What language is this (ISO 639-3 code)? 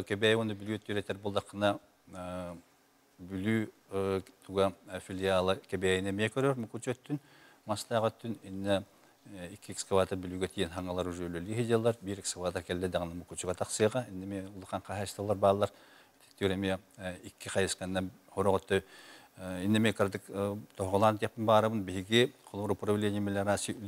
sah